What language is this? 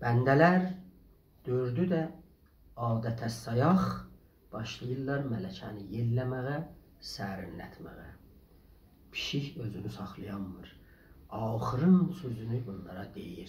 South Azerbaijani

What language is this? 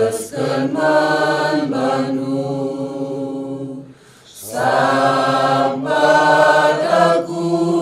Batak Karo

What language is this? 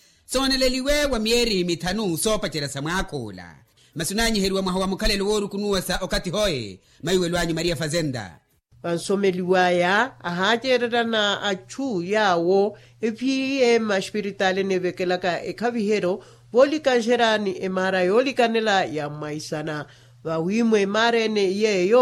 Makhuwa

